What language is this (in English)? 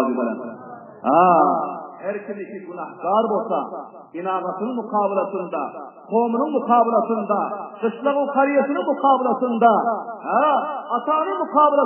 Turkmen